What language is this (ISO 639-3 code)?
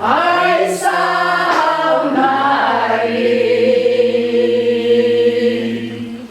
chv